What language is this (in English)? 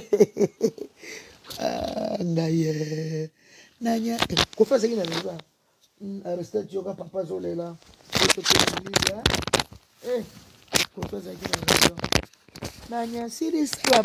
Lingala